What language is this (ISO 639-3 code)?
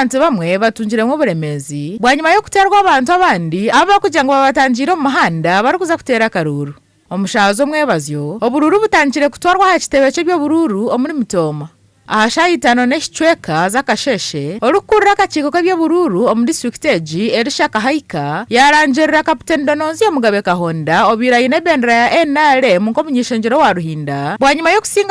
nyn